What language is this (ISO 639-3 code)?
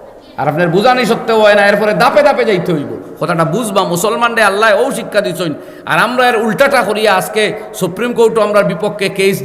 syl